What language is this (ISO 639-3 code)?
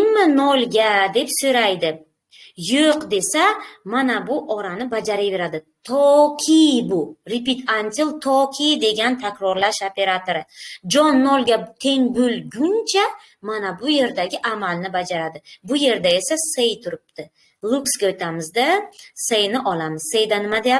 uzb